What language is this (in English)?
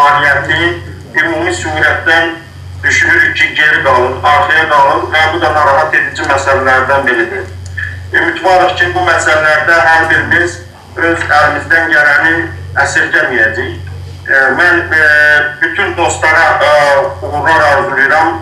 South Azerbaijani